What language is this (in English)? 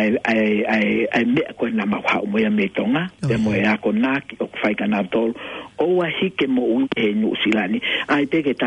Tongan